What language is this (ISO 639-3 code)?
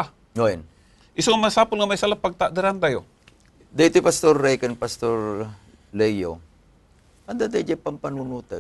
ilo